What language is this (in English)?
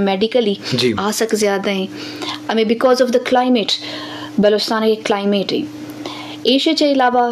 Eastern Balochi